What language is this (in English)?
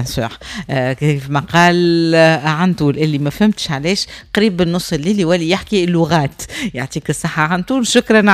Tunisian Arabic